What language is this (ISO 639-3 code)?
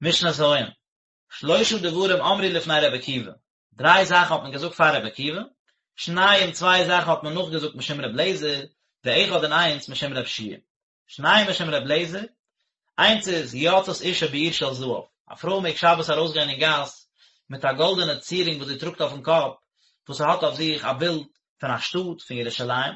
yid